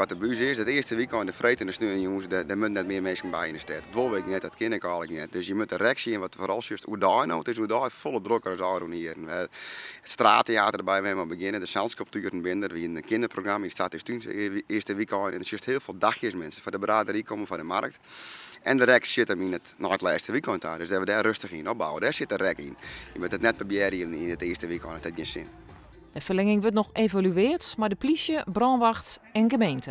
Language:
Western Frisian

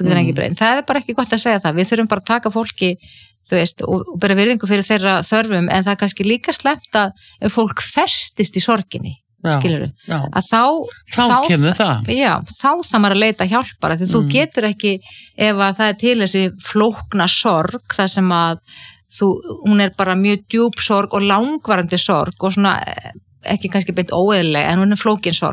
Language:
Icelandic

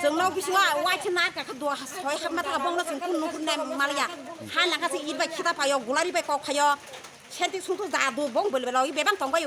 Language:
Kok Borok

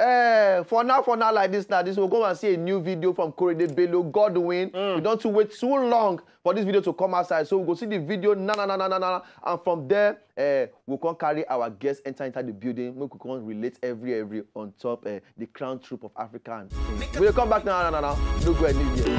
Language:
Nigerian Pidgin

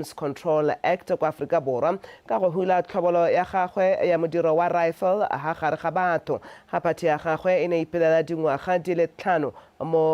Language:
Tswana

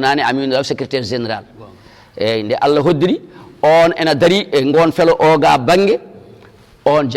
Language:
Fula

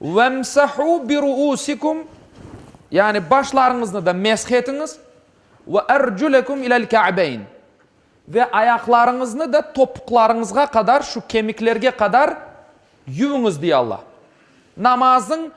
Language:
Crimean Tatar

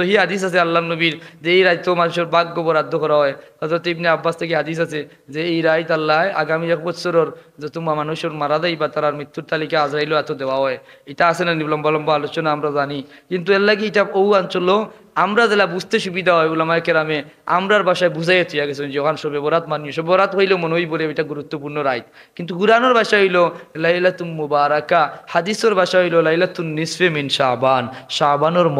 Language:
Sylheti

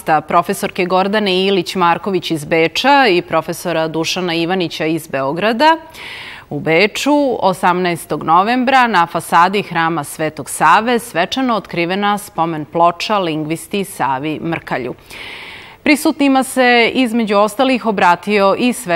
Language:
Serbian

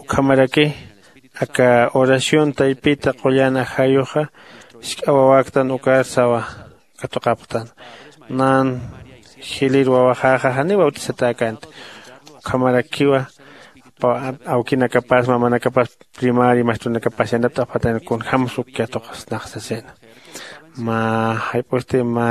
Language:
Aymara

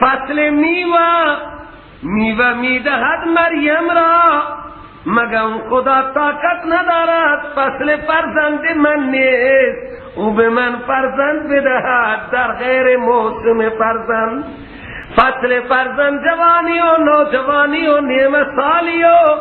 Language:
Persian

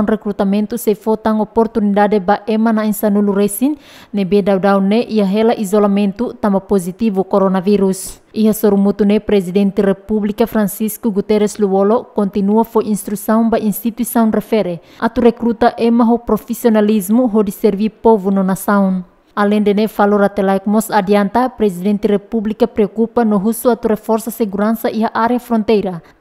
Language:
Tetum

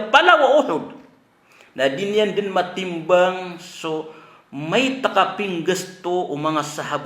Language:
Maranao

